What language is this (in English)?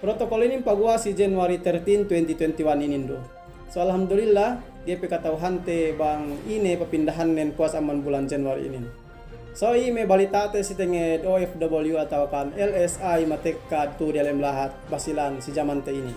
Yakan